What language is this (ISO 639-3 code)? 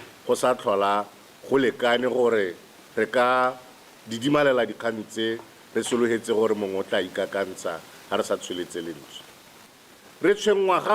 tsn